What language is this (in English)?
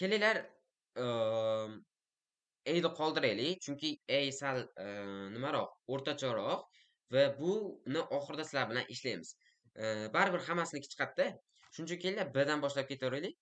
Uzbek